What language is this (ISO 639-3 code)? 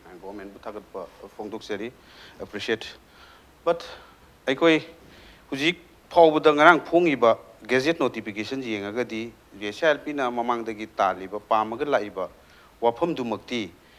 mni